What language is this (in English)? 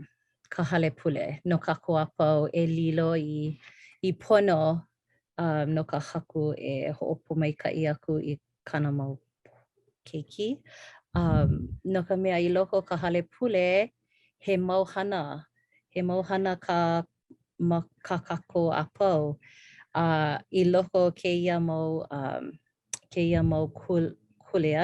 Hawaiian